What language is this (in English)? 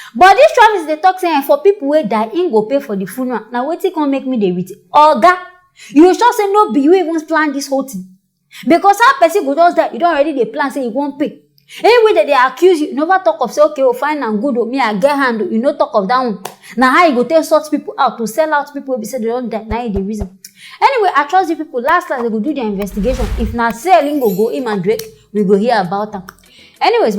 Nigerian Pidgin